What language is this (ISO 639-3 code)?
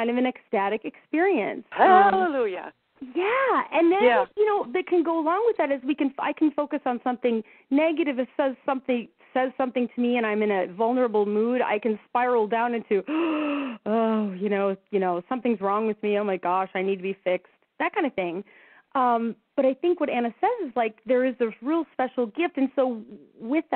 eng